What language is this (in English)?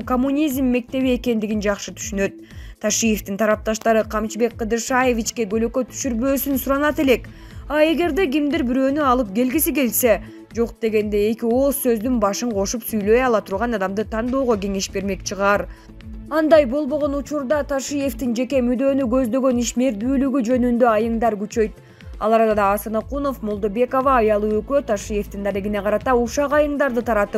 Kyrgyz